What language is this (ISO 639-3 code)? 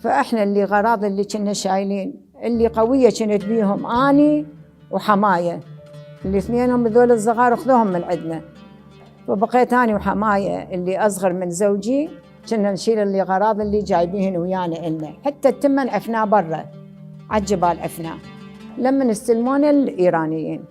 acm